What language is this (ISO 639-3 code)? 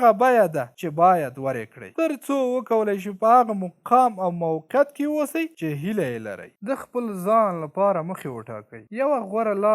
pus